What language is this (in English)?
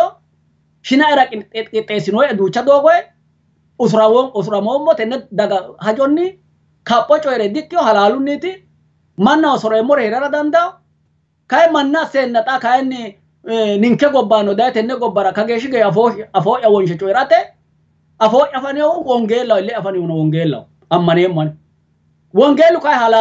Sidamo